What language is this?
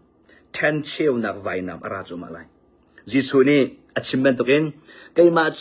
Hakha Chin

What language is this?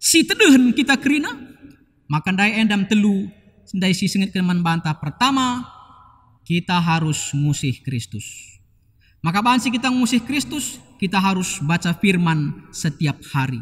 Batak Karo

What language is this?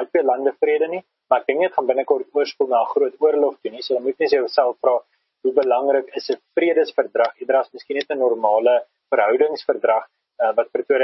Afrikaans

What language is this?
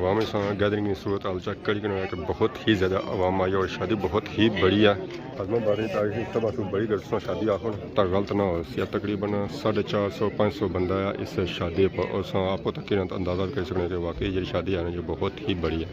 Pahari-Potwari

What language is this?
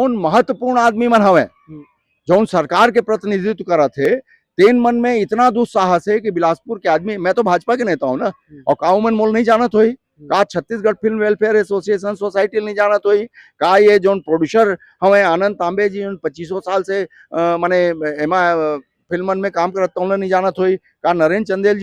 Chhattisgarhi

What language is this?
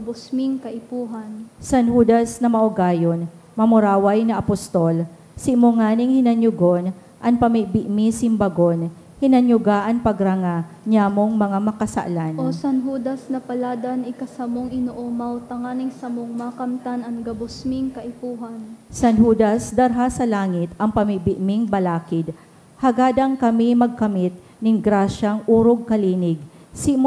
Bikol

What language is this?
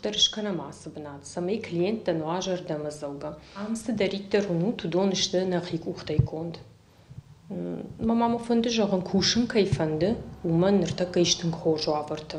Ossetic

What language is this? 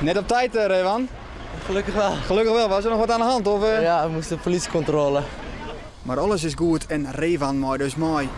Western Frisian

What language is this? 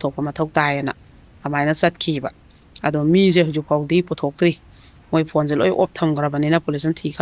Manipuri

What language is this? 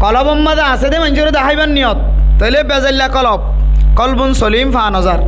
Rohingya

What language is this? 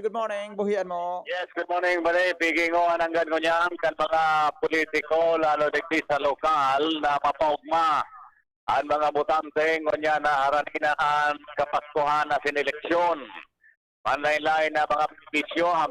Bikol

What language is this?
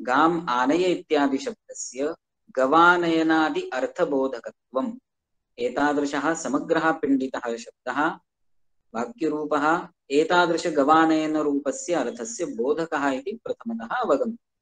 Sanskrit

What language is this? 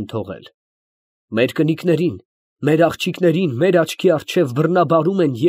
Armenian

